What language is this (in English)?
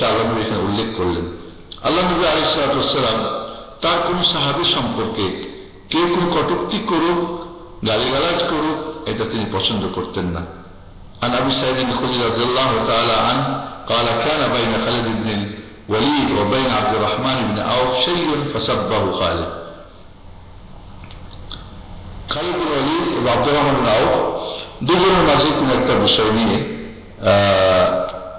Bangla